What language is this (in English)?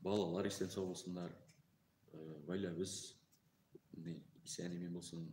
Tatar